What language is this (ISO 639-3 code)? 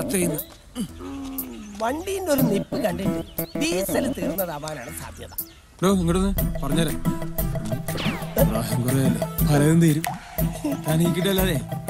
mal